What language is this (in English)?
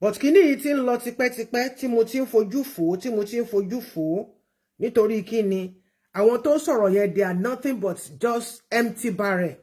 Yoruba